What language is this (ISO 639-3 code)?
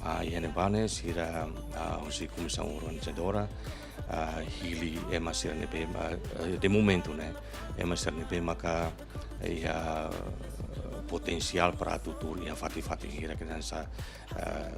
tet